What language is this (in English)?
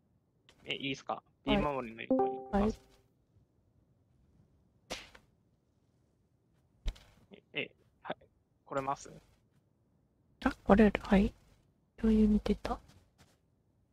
Japanese